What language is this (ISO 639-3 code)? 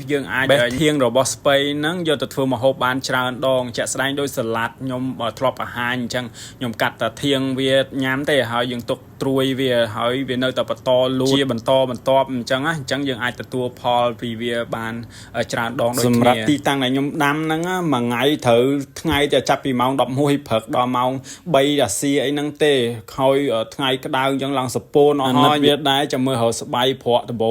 khm